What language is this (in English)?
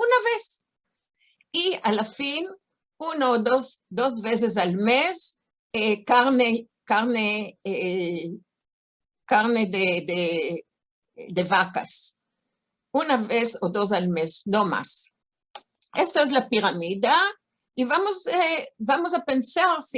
Ladino